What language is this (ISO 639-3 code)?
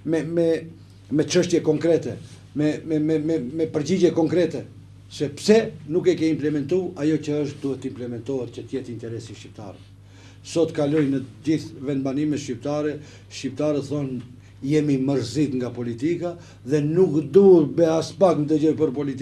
sqi